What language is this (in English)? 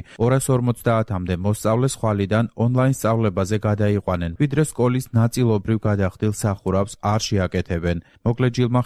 Georgian